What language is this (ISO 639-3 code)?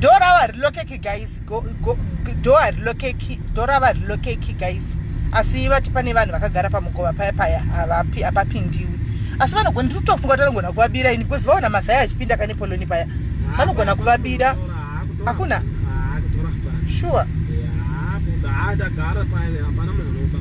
sna